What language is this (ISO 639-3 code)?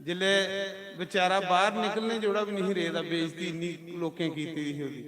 doi